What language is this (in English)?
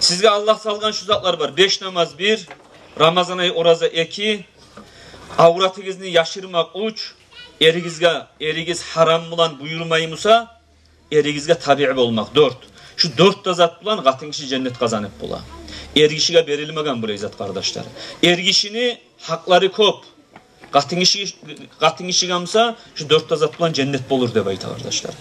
Kumyk